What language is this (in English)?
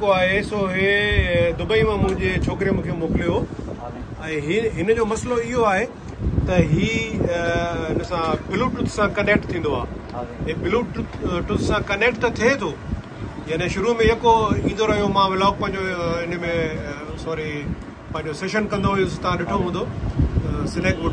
Sindhi